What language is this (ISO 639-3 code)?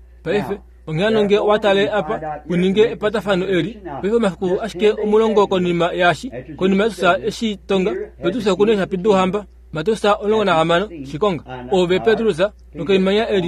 kua